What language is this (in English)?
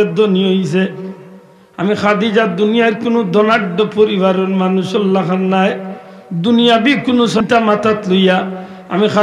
Sylheti